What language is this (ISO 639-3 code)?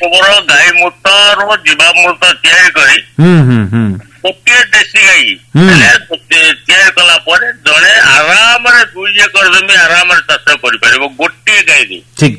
ori